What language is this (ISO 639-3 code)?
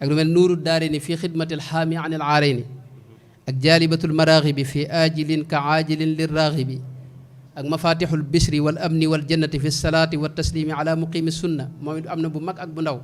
wol